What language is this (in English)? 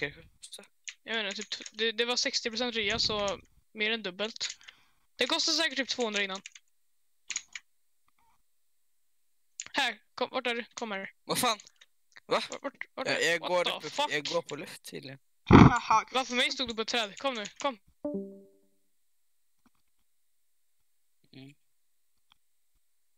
Swedish